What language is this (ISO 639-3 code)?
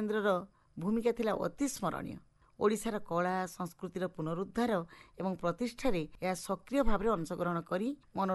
ori